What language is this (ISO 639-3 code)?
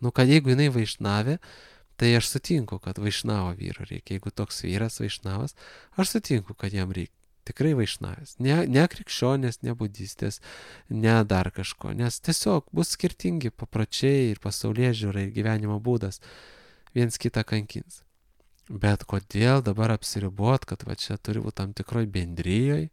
lit